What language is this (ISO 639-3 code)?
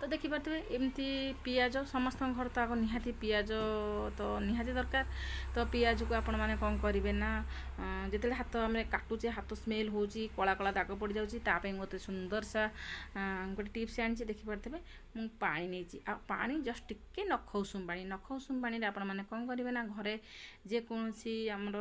ori